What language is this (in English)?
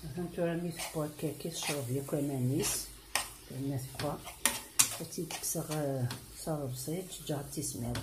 Kabyle